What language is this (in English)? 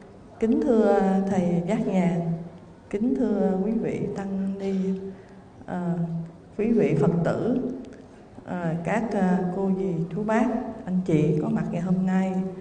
Vietnamese